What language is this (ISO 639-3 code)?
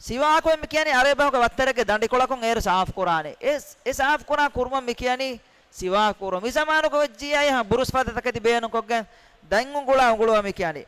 div